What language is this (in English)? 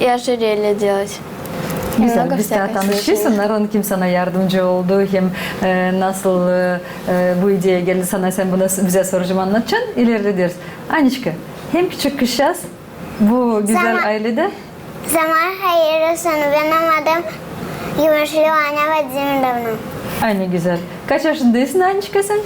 Gagauz